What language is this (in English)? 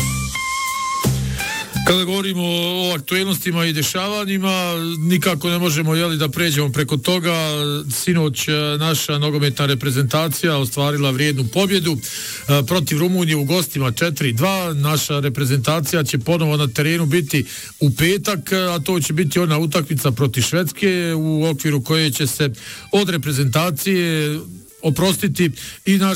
Bosnian